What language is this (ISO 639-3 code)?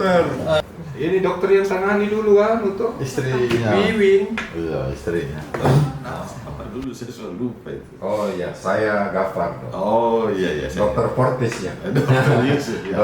mfp